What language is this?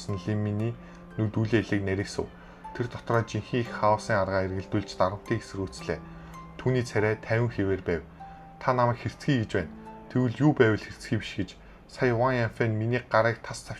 Mongolian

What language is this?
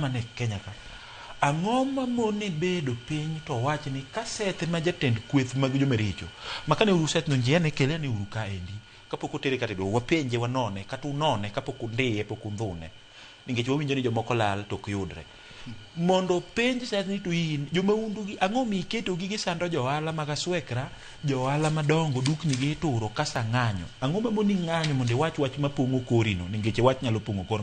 Luo (Kenya and Tanzania)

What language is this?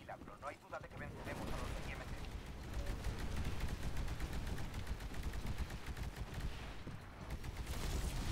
Spanish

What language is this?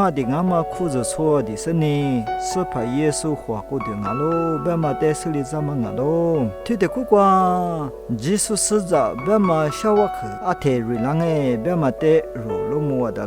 Lisu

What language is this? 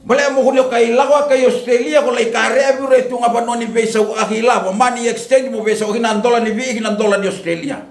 Fijian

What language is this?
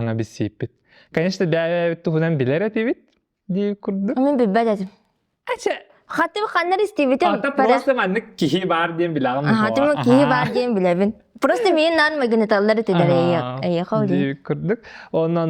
Yakut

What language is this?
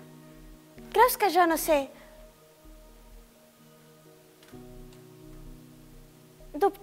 Catalan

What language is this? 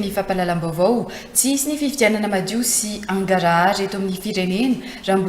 Malagasy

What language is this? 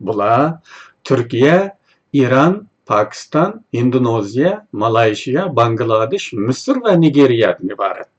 Uyghur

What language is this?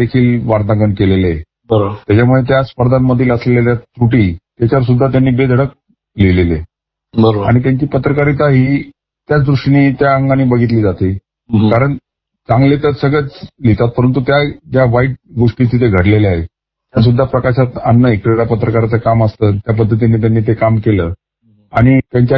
Marathi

